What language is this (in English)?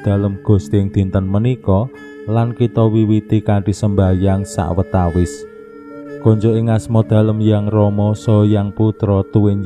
Javanese